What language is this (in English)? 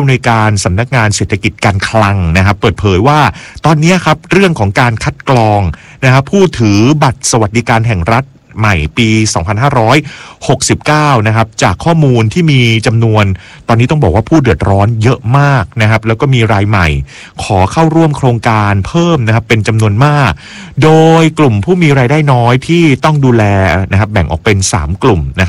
Thai